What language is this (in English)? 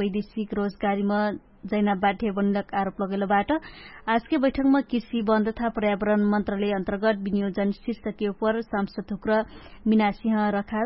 Dangaura Tharu